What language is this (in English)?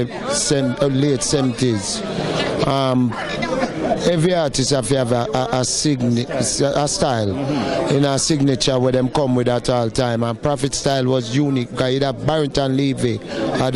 Jamaican Creole English